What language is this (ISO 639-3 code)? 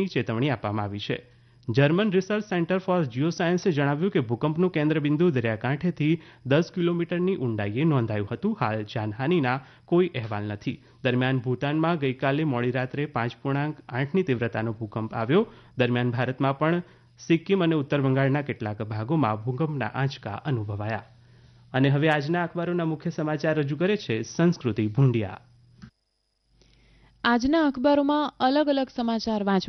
guj